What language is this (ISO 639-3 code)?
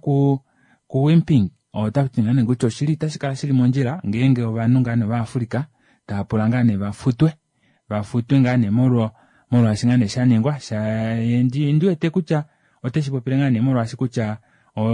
kua